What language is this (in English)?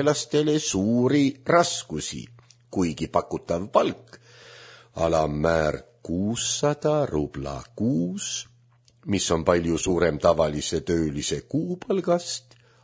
Estonian